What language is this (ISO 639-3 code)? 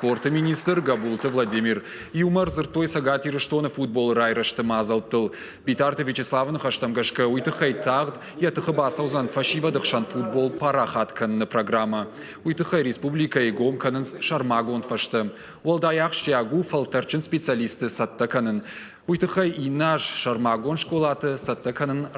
oss